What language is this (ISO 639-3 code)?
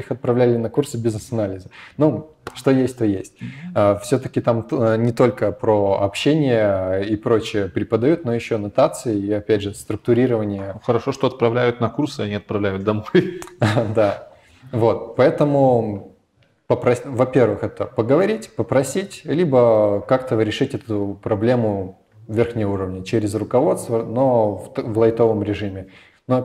rus